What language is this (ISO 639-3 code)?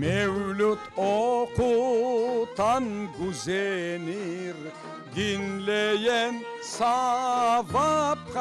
crh